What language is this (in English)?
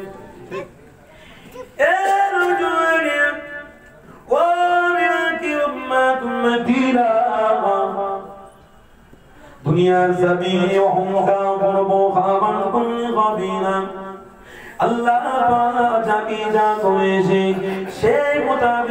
Bangla